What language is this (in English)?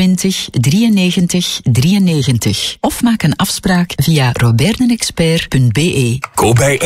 Dutch